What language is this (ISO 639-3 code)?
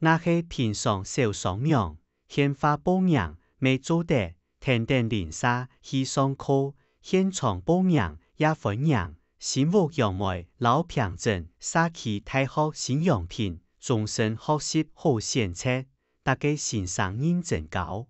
hak